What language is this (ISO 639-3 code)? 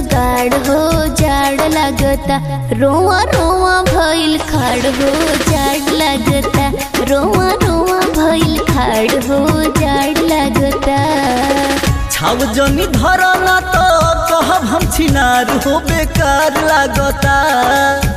bho